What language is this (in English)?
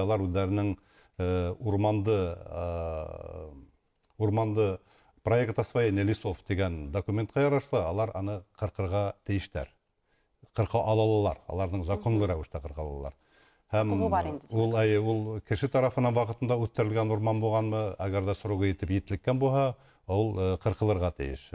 Bashkir